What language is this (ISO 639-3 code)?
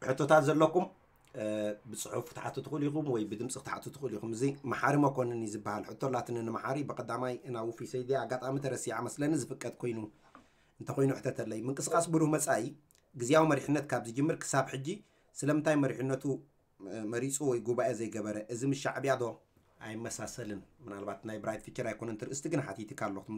tir